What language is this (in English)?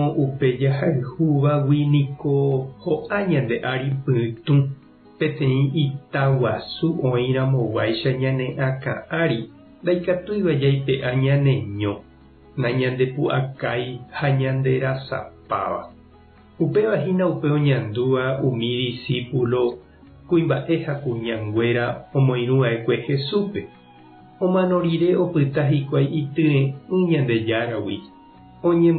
Guarani